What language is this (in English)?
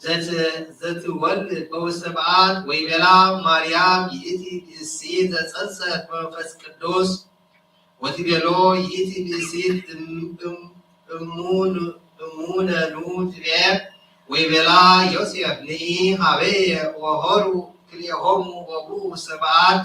Geez